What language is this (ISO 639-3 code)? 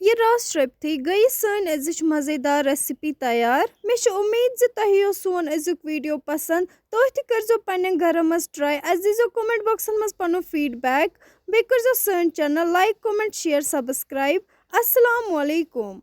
kas